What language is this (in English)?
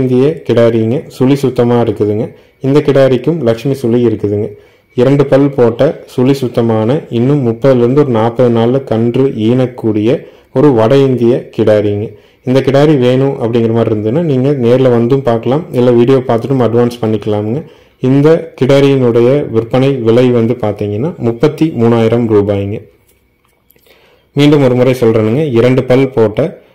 Tamil